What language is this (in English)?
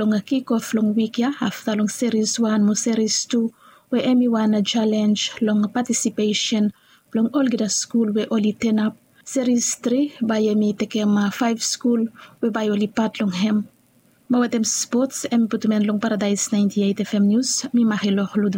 Bislama